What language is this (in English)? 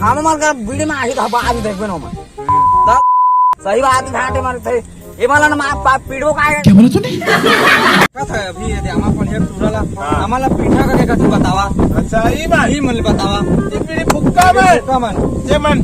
Chhattisgarhi